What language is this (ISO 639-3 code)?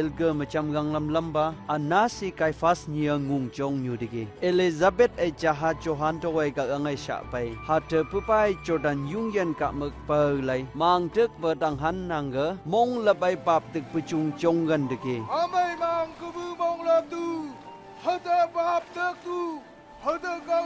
nph